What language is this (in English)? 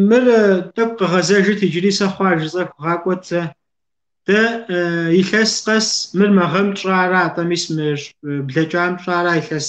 Kabardian